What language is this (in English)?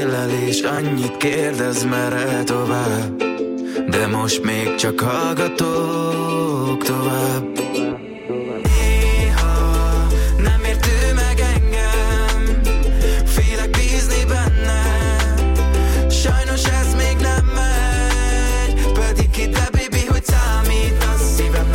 Hungarian